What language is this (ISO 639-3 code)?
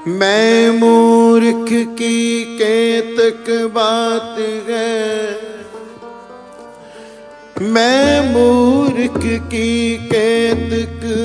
pan